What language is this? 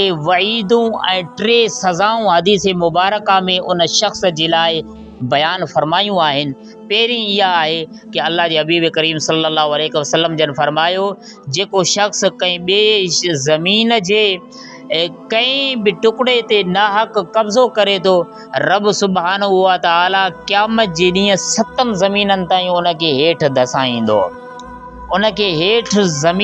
Sindhi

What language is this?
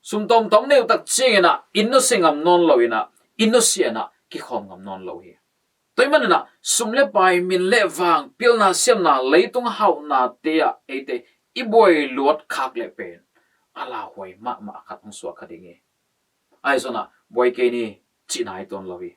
Tedim Chin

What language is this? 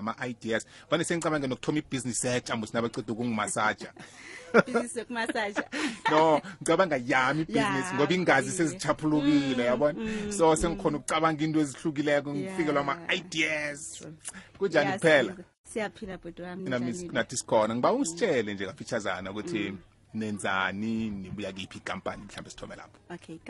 South Ndebele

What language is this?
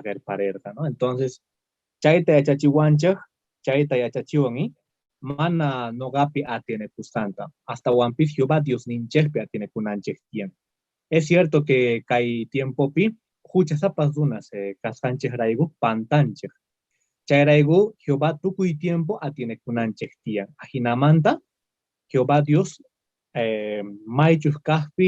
South Bolivian Quechua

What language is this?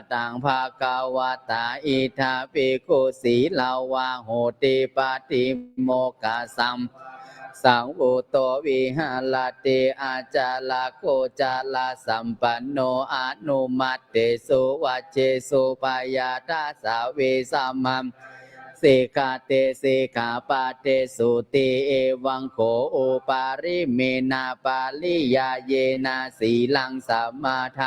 Pali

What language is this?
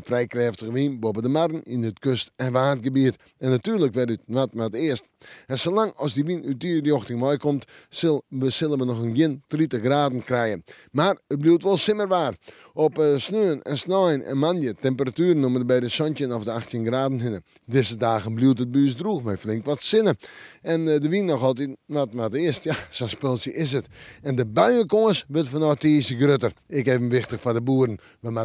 Western Frisian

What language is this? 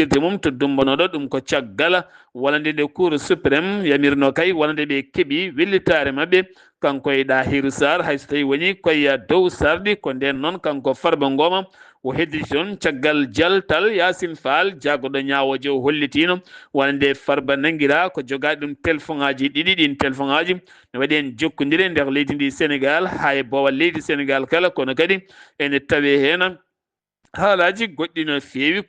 Fula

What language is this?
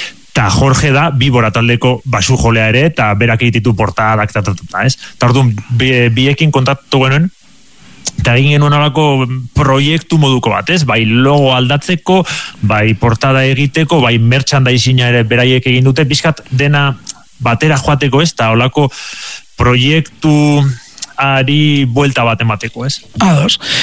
Basque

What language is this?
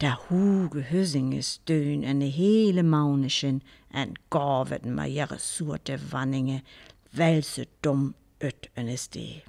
Northern Frisian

